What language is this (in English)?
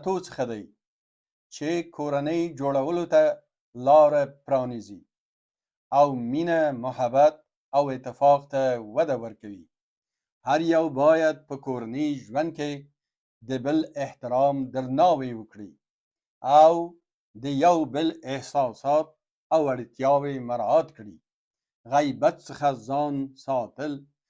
Pashto